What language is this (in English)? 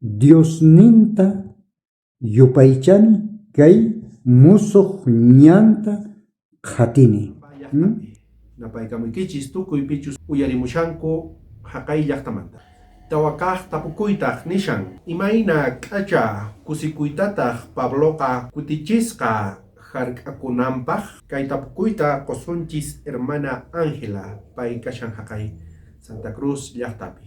South Bolivian Quechua